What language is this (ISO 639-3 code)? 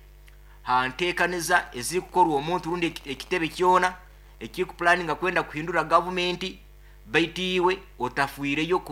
nyo